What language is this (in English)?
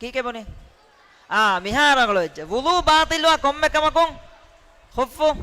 Divehi